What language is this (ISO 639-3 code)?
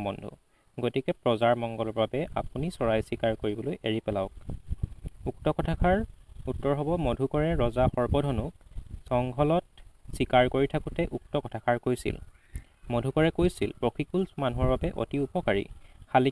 asm